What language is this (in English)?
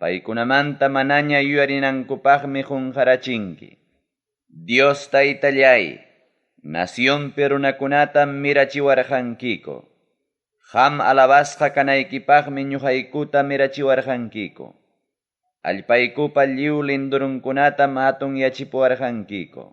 Ayacucho Quechua